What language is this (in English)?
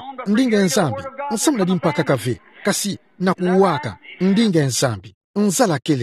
Kituba (Democratic Republic of Congo)